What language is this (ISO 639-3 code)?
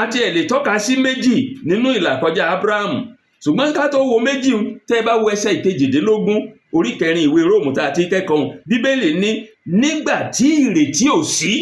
yor